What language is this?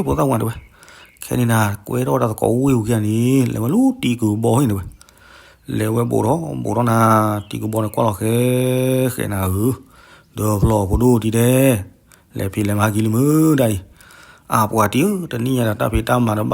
S'gaw Karen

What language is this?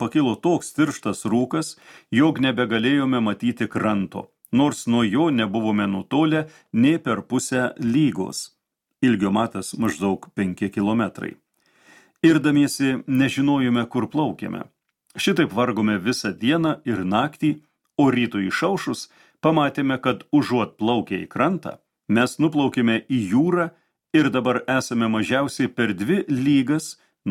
Lithuanian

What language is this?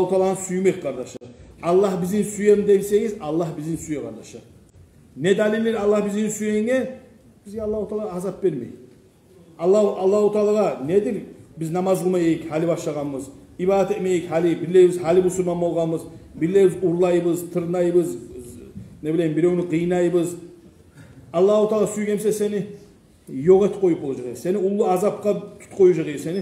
Kumyk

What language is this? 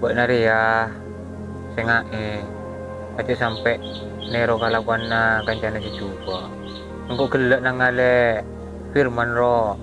Madurese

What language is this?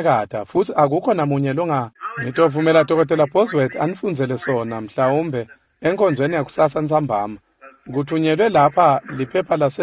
Swati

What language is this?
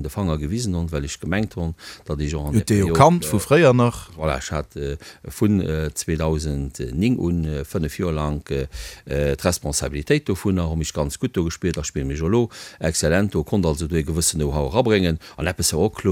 Luxembourgish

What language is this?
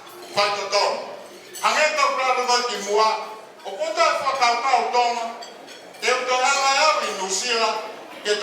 Tongan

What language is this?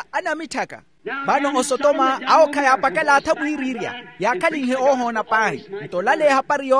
Makhuwa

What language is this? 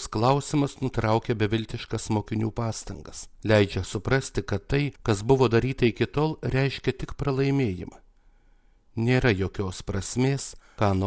Lithuanian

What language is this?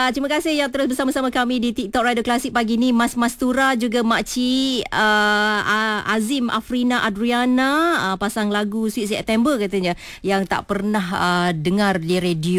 Malay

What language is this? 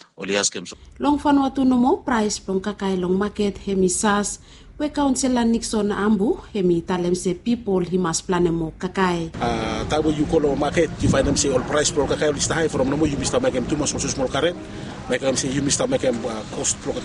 Bislama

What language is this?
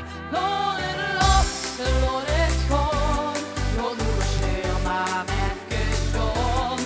Limburgish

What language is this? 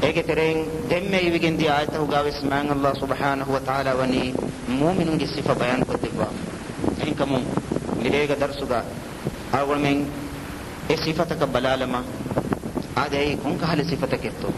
Divehi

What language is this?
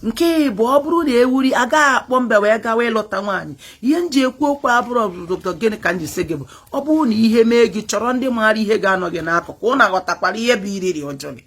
Igbo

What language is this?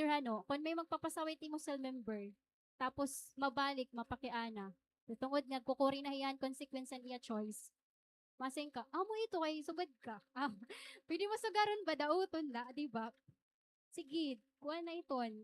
Waray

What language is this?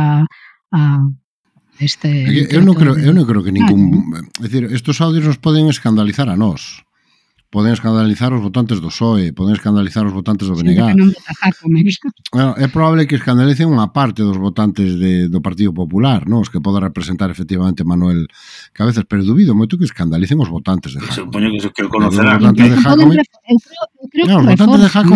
Galician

